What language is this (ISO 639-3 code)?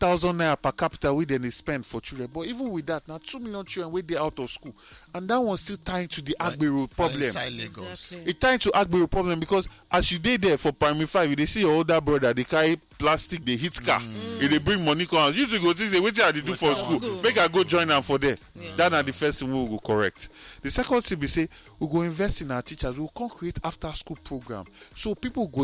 pcm